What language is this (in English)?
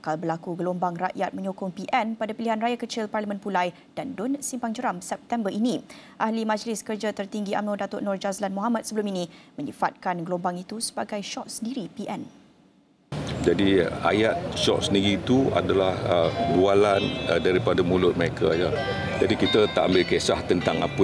Malay